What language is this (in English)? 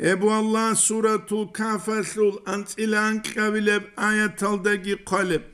Avaric